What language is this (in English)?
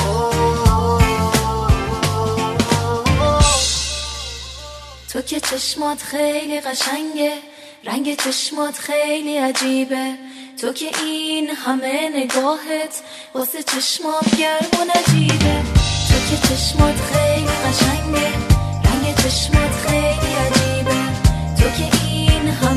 Persian